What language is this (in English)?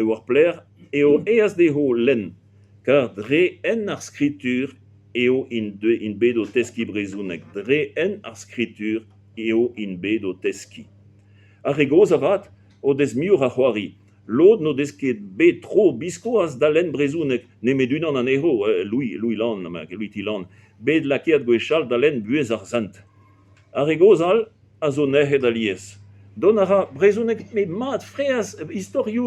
Breton